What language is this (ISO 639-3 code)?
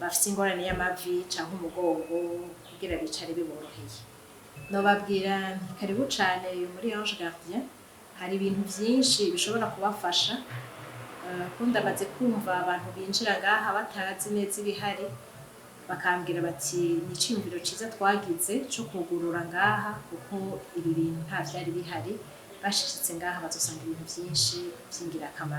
run